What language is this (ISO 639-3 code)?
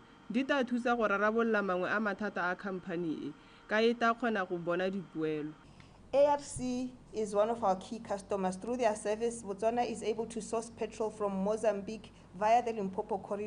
tsn